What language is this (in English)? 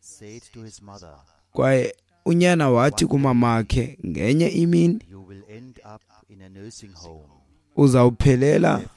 Xhosa